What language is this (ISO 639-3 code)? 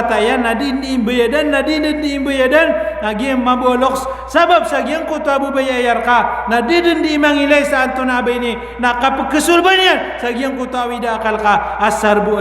mrw